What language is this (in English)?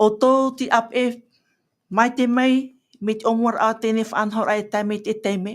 Tahitian